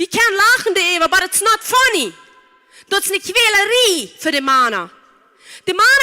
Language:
Plautdietsch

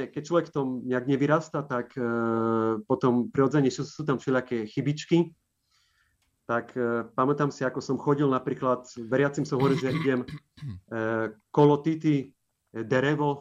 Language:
Slovak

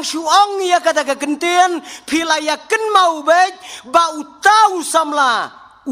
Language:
Khasi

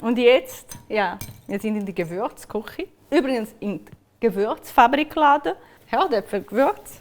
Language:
Swiss German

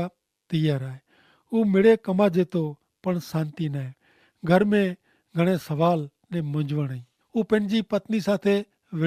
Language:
Kachhi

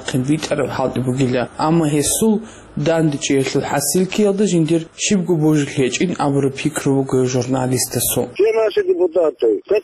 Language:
Avaric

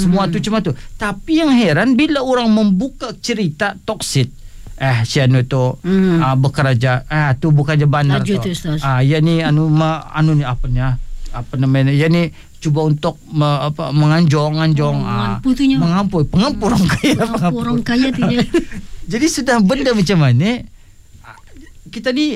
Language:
Malay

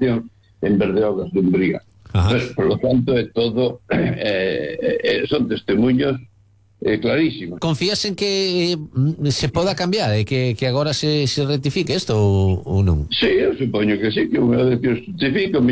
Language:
Galician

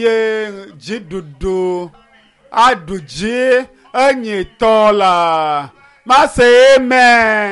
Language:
Ewe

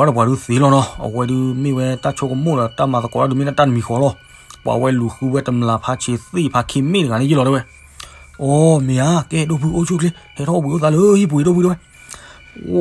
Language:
S'gaw Karen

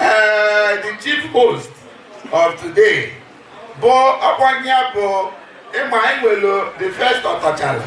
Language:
Igbo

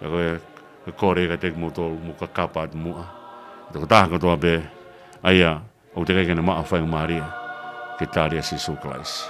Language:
Tongan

